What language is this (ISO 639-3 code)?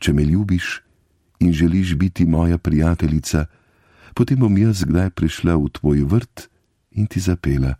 slv